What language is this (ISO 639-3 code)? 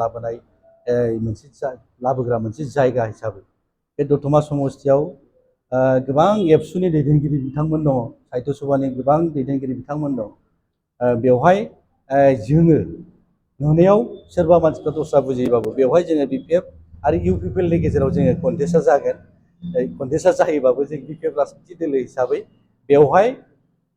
brx